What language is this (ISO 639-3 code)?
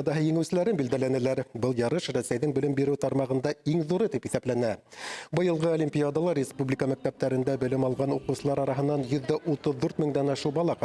bak